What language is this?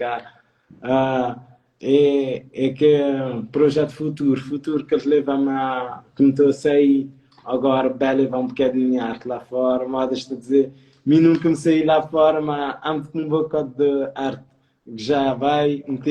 Kabuverdianu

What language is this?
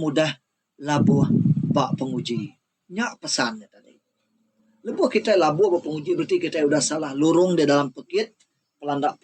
Iban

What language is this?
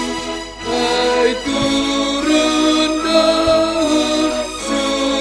Batak Simalungun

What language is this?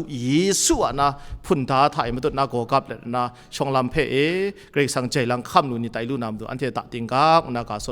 Kachin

